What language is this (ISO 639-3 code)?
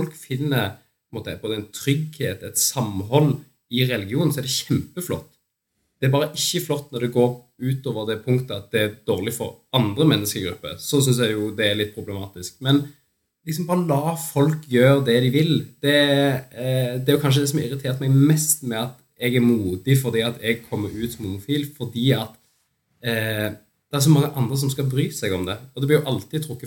nor